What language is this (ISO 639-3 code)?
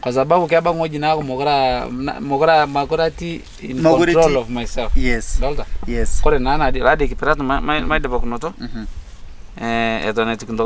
mas